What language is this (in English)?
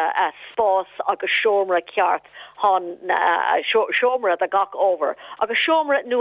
Irish